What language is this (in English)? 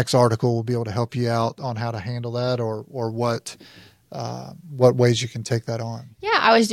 English